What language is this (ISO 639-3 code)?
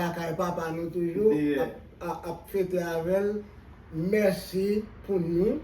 hat